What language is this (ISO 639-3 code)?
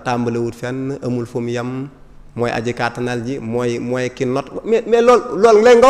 wol